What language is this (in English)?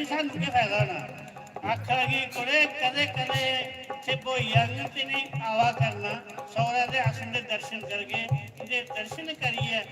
Dogri